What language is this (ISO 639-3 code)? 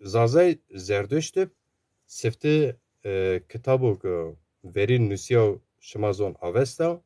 zza